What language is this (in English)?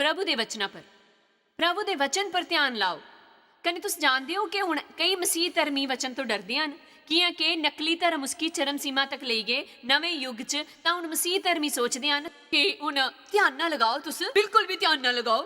Dogri